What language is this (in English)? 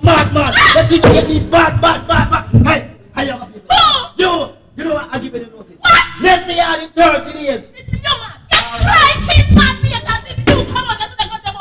Jamaican Creole English